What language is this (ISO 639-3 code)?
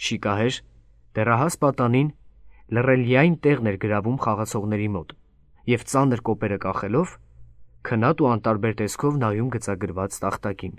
hye